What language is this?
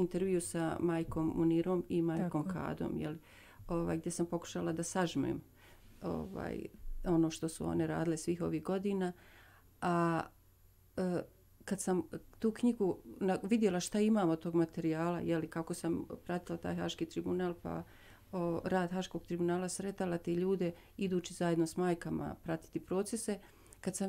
Bosnian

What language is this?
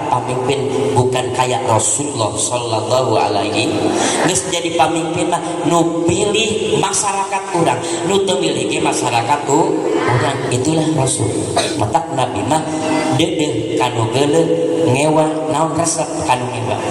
Sundanese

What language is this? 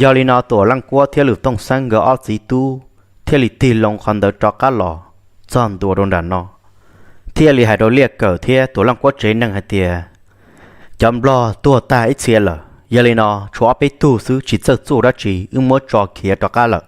Hmong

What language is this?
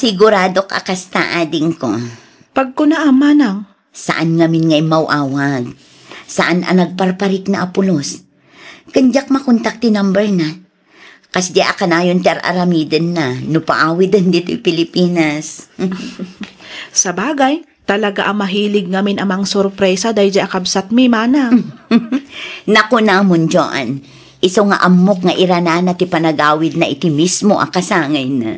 Iloko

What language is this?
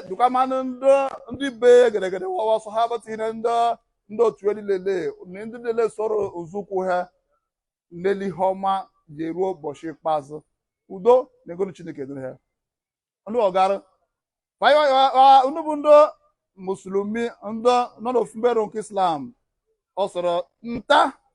Igbo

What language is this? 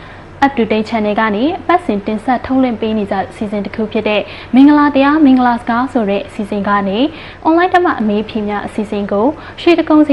Burmese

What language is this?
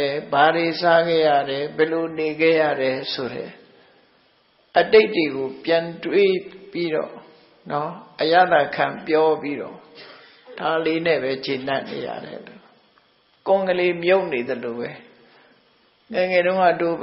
Burmese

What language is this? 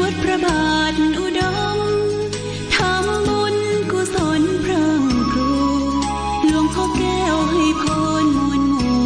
Pali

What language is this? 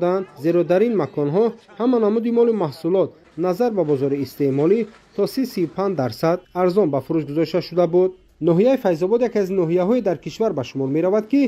Tajik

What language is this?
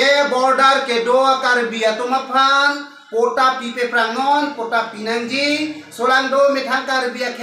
Karbi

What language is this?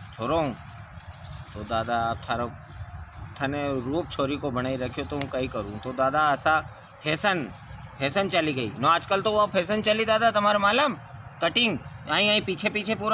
Rajasthani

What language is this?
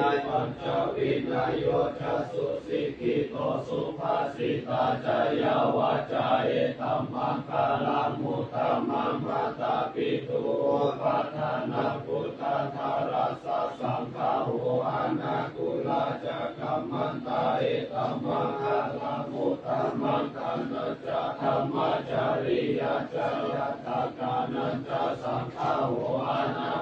Pali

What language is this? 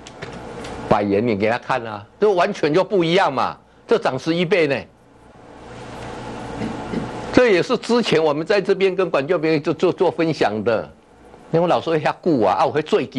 Chinese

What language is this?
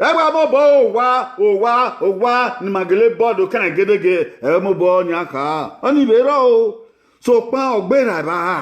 Bini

